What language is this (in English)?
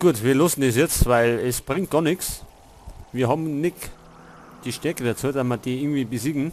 Bavarian